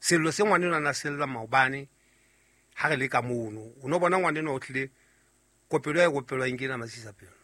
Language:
Southern Sotho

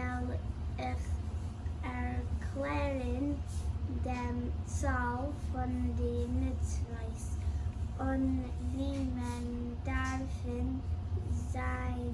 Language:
Yiddish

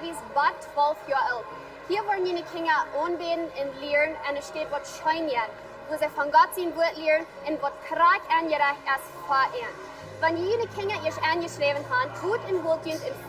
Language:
Plautdietsch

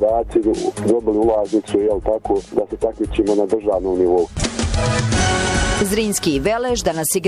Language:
Bosnian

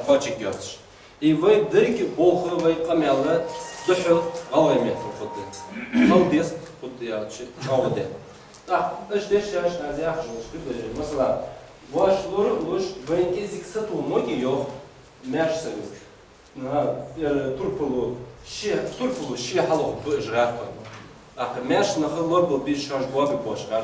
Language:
Ingush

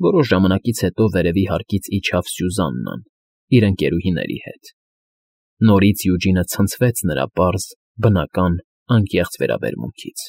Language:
Armenian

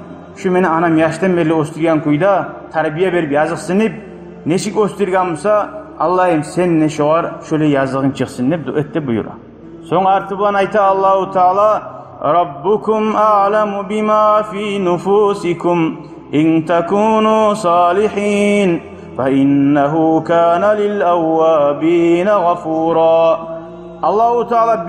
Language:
Kumyk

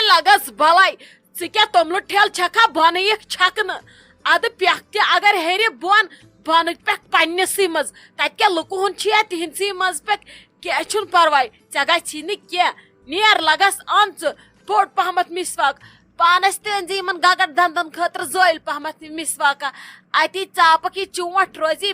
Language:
Kashmiri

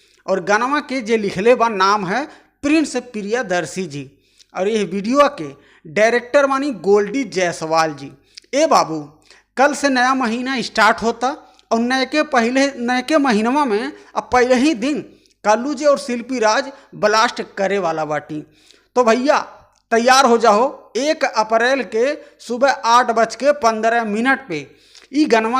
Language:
Bhojpuri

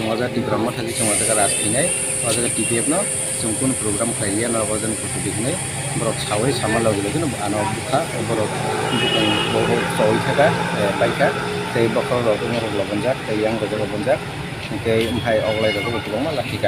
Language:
Kok Borok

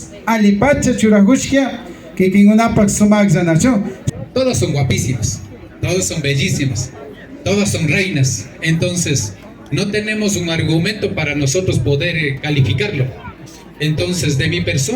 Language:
Imbabura Highland Quichua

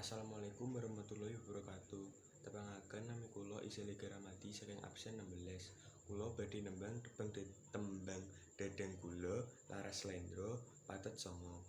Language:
Javanese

